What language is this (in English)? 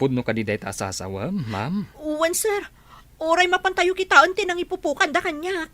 Iloko